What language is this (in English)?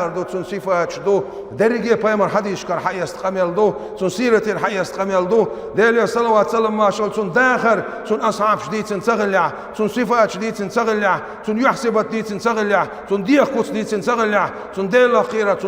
Chechen